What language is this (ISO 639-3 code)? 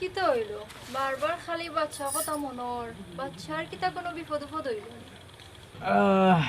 syl